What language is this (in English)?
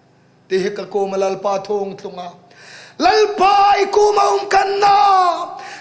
Hmar